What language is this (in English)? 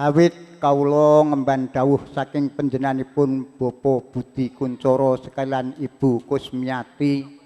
Javanese